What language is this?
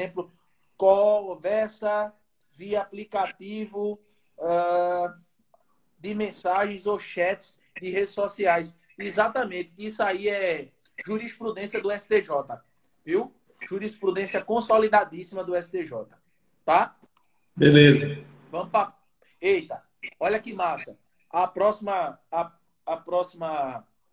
Portuguese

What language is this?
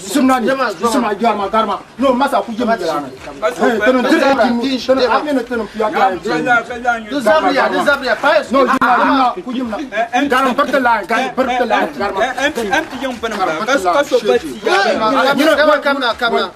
Dagbani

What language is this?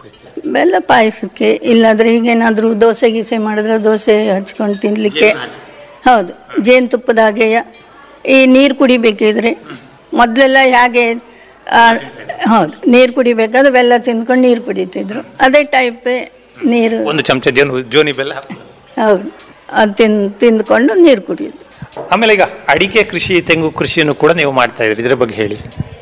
Kannada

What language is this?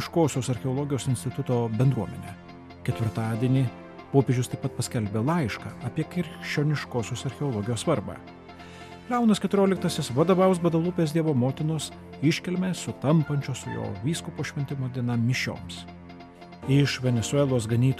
Lithuanian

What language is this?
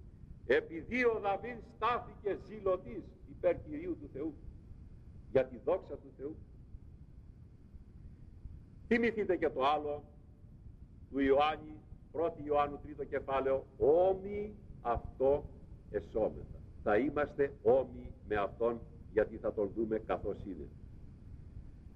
Greek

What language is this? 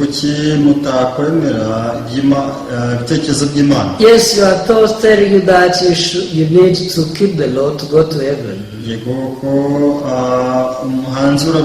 Kinyarwanda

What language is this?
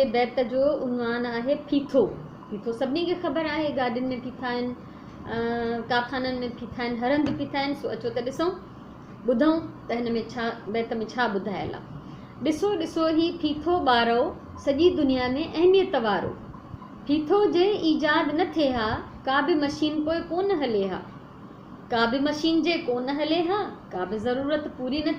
Sindhi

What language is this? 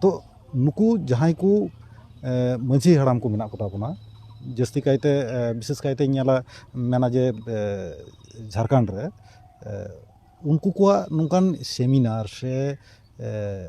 Santali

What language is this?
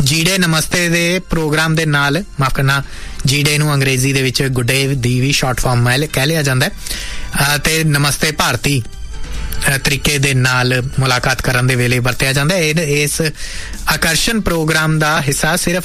Punjabi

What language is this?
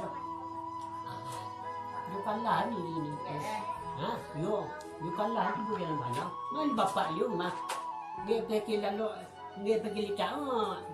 Minangkabau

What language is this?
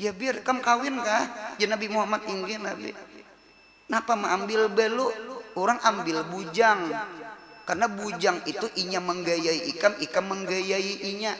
Banjar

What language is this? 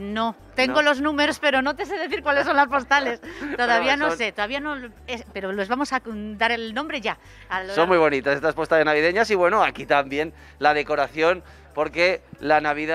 Spanish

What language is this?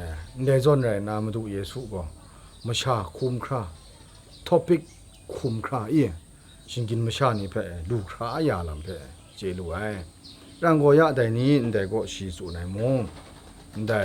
Kachin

